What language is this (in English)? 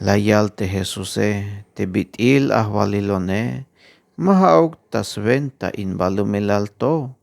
Tzeltal